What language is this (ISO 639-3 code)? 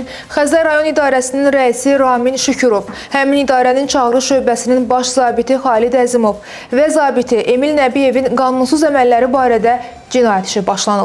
aze